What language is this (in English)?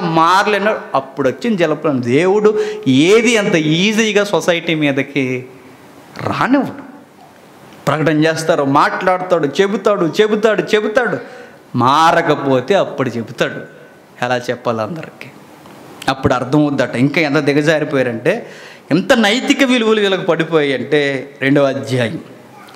Telugu